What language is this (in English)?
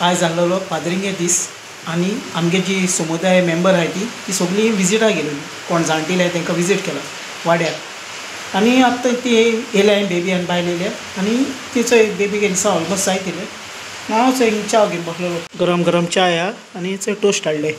Konkani